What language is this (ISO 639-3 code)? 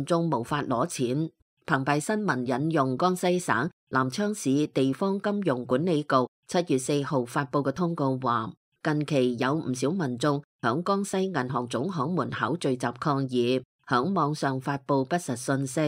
yue